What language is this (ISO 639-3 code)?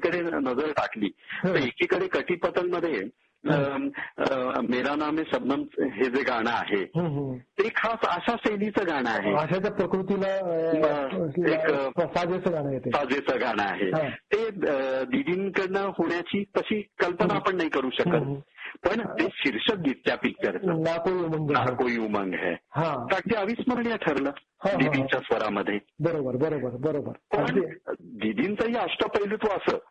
mar